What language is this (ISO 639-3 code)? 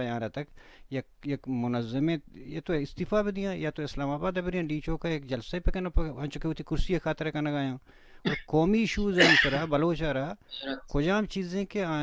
bal